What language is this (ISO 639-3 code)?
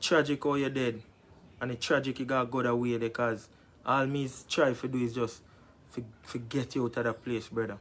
jam